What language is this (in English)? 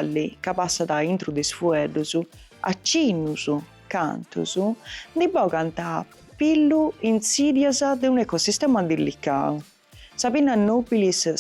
Sardinian